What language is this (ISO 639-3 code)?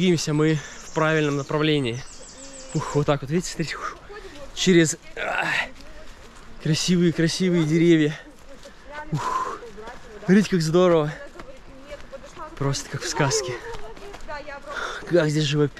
rus